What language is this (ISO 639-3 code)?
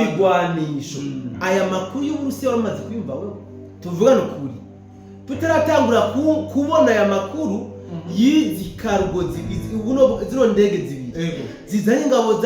run